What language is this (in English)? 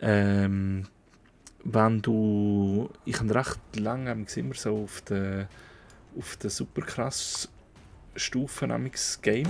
Swiss German